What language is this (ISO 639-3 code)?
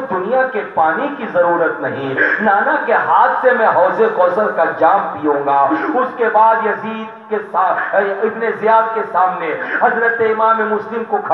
urd